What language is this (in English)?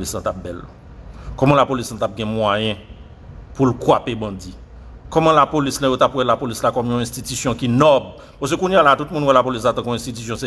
Haitian Creole